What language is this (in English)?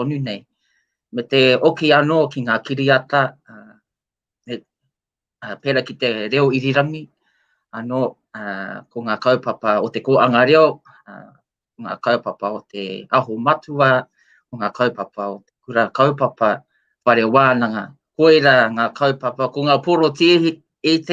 Māori